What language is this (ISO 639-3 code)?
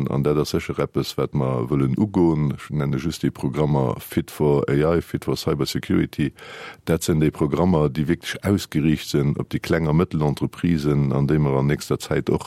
ltz